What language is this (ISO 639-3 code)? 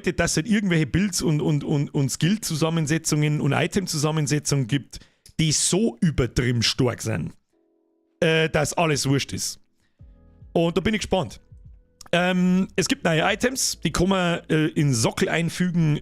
bar